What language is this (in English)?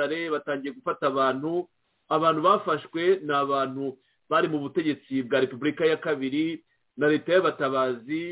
Kinyarwanda